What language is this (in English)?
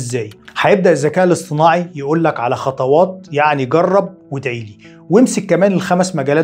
Egyptian Arabic